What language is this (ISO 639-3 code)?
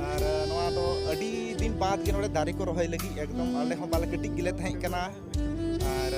sat